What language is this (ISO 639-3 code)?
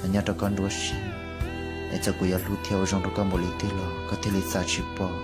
hmn